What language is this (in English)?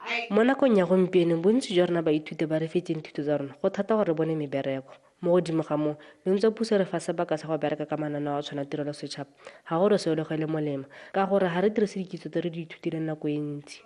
Tswana